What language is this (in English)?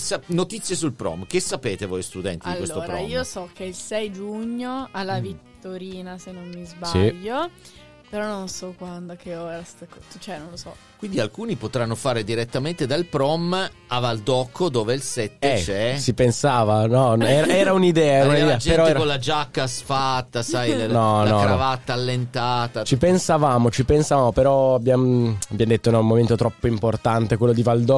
Italian